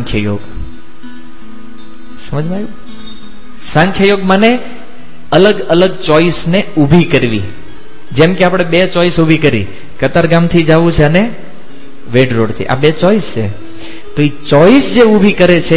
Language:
Gujarati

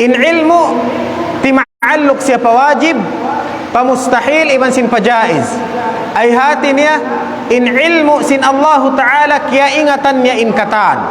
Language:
Tausug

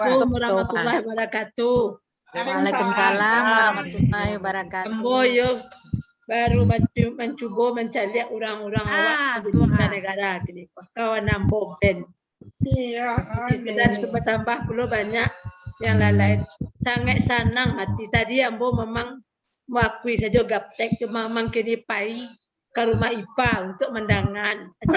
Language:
Minangkabau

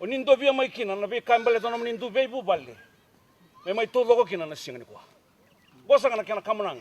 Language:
Fijian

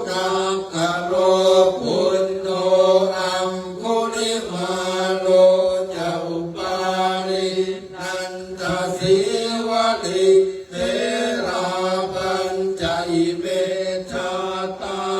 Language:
Pali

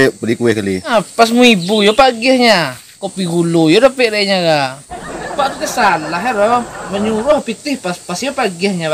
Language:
Minangkabau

